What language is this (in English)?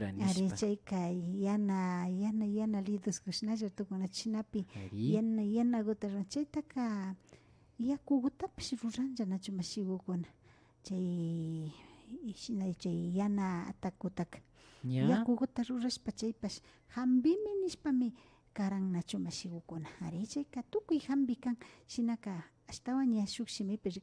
Imbabura Highland Quichua